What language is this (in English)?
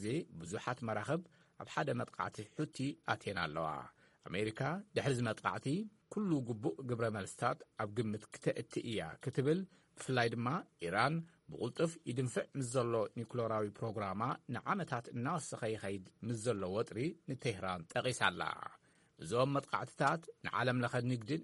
Tigrinya